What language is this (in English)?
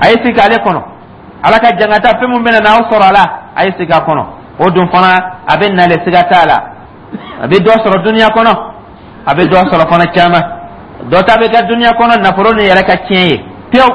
Dyula